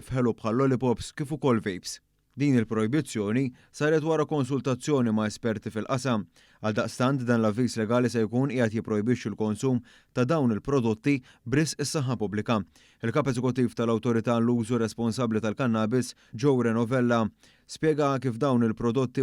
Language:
Maltese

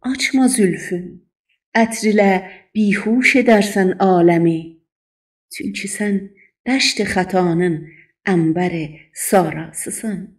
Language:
South Azerbaijani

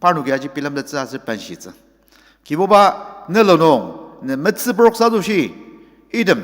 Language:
Ao Naga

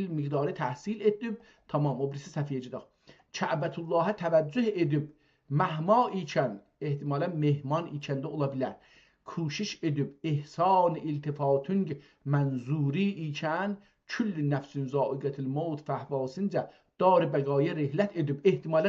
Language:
South Azerbaijani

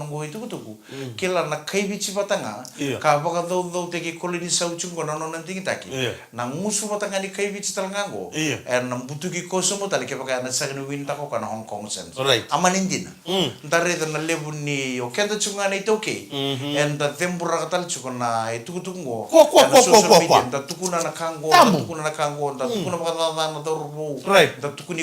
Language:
Fijian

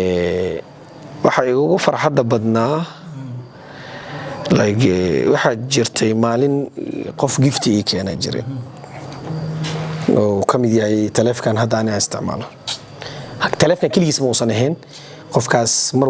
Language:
Somali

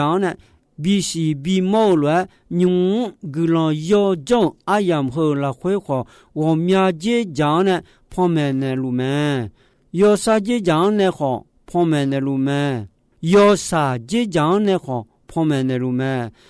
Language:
Akha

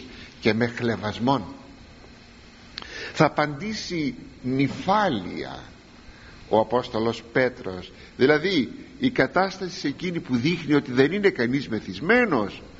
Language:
Greek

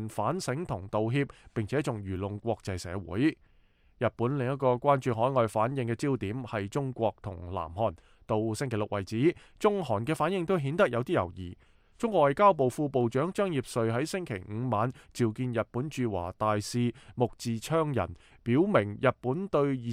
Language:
Cantonese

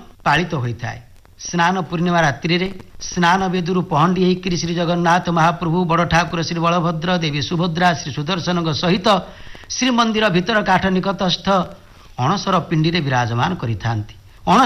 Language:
Odia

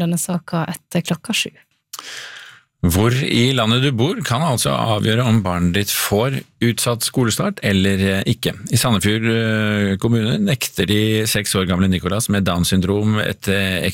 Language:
Norwegian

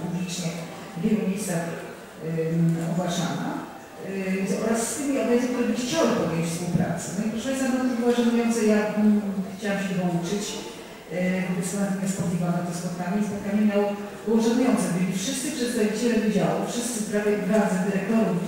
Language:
Polish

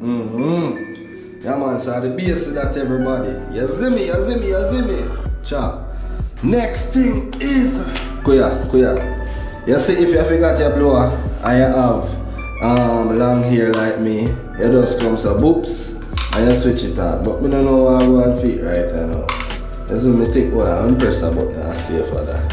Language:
Jamaican Creole English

